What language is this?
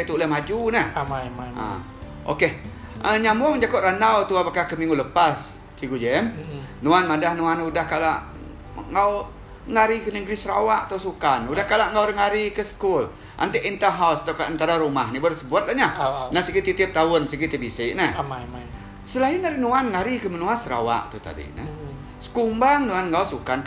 Iban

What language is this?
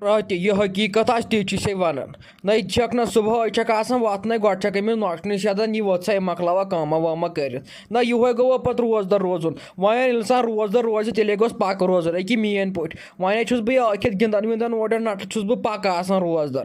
Kashmiri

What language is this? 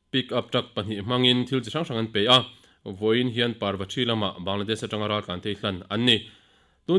Mizo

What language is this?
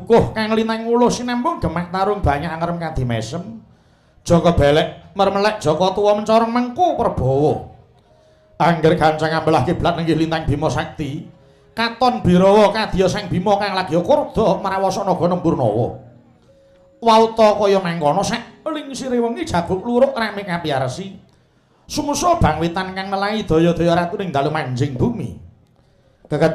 Javanese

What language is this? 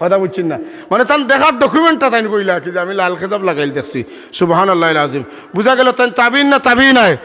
Sylheti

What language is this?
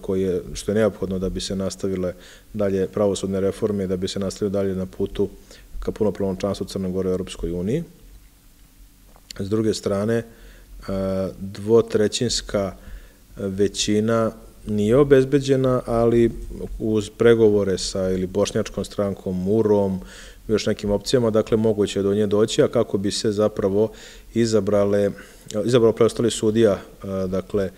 Serbian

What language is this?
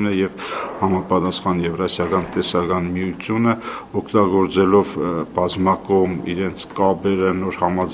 Armenian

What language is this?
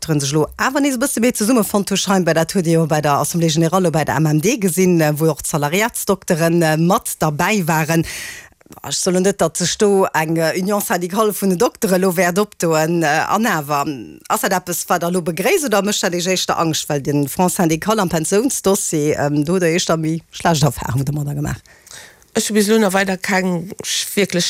Luxembourgish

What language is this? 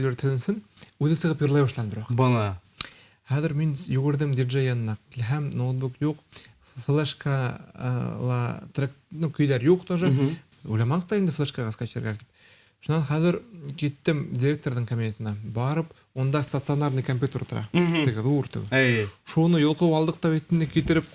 Bashkir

